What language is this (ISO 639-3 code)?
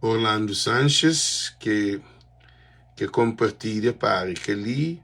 kea